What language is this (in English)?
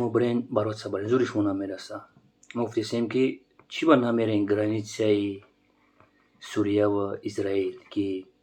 Tajik